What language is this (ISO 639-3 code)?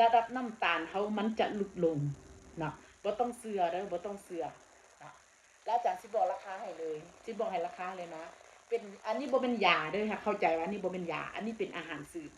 tts